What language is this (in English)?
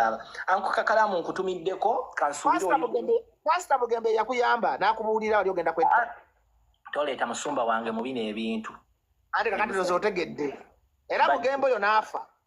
Ganda